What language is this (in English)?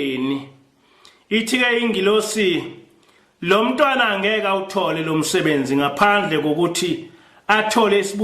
Zulu